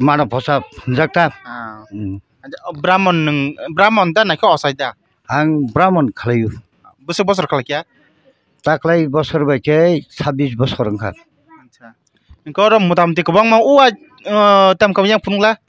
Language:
Kok Borok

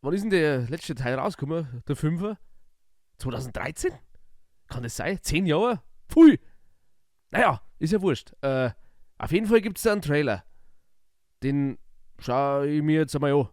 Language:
Bavarian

